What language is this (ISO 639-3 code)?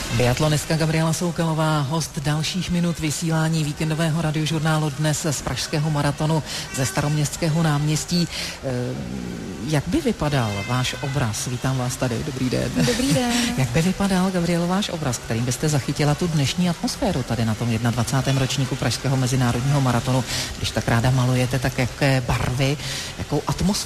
ces